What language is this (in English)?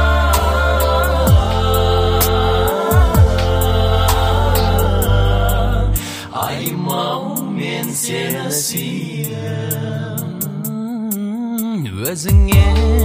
Kazakh